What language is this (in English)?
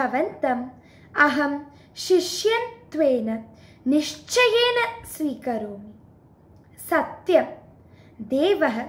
Sanskrit